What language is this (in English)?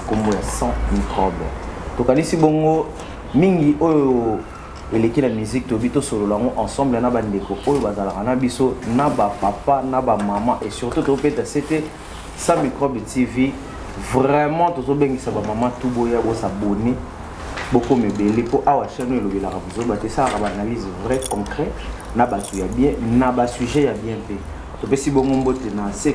Lingala